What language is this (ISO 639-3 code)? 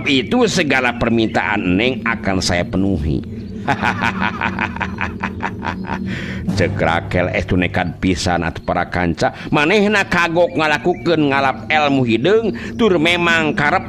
sun